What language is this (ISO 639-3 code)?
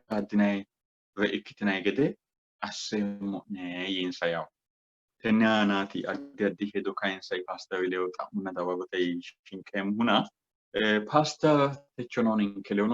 sid